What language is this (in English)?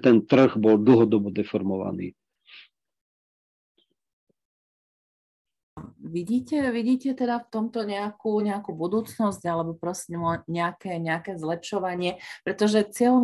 Slovak